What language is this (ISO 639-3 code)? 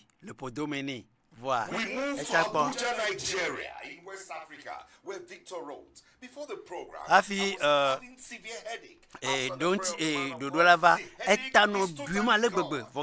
ewe